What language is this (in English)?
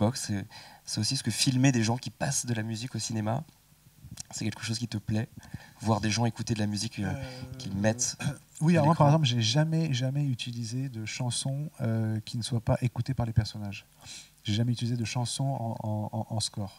French